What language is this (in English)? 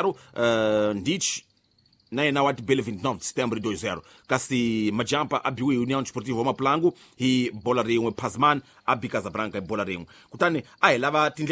Tsonga